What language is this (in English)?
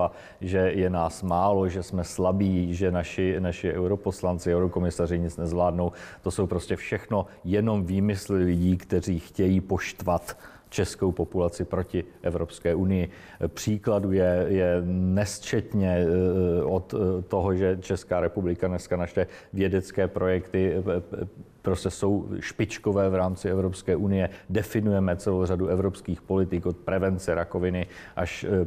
Czech